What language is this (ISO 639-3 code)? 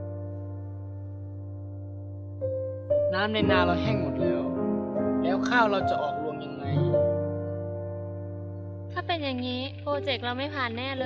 tha